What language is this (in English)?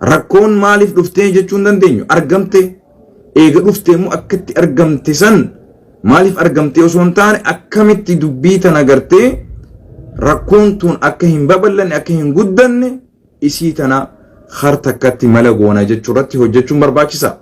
Oromo